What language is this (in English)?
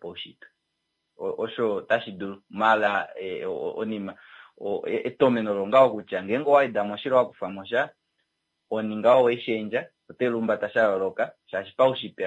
Kuanyama